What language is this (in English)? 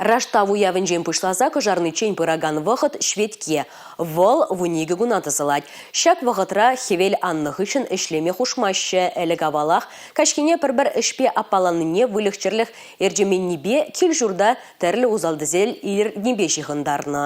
Chuvash